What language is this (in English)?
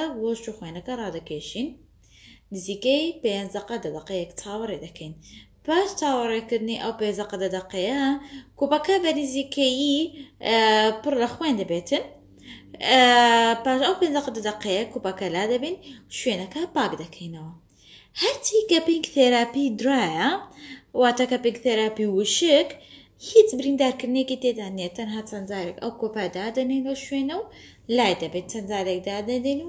Central Kurdish